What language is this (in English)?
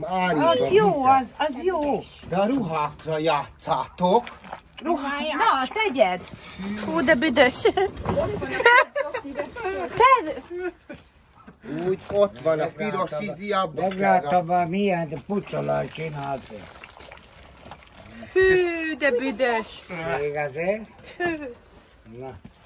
Hungarian